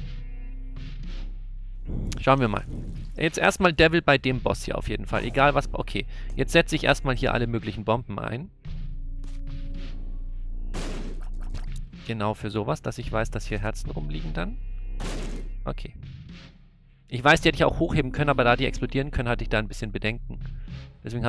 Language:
German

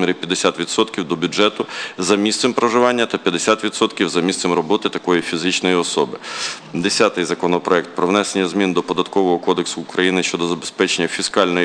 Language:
Ukrainian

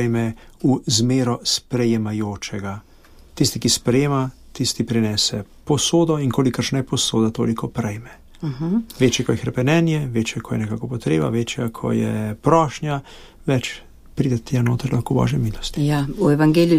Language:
Slovenian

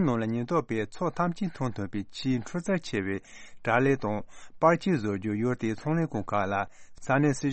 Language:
Tibetan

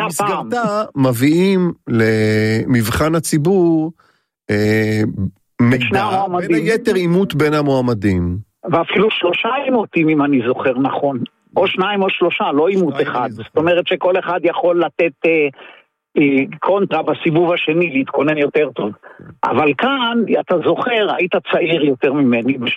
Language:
Hebrew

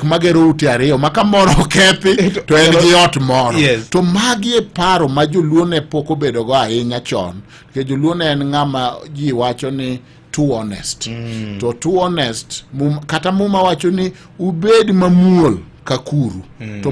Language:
Luo (Kenya and Tanzania)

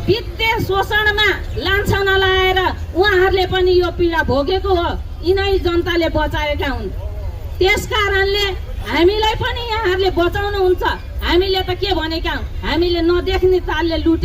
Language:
Nepali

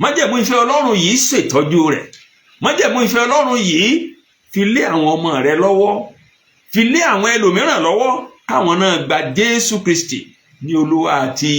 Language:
Yoruba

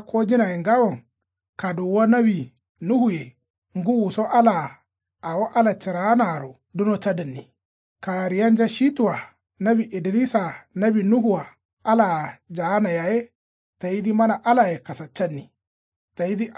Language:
Kanuri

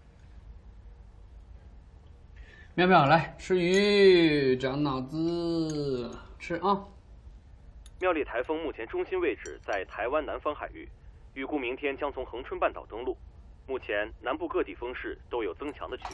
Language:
Chinese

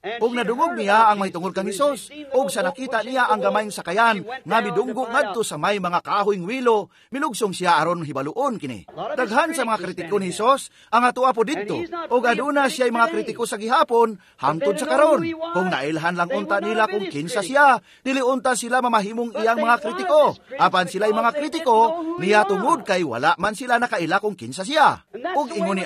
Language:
Cebuano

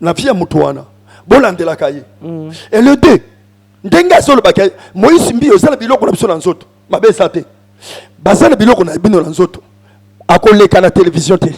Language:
Lingala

